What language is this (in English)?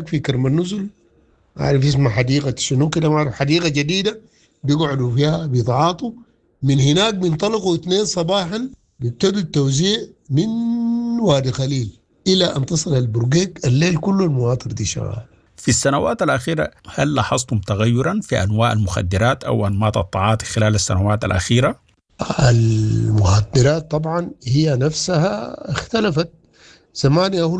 Sudanese Arabic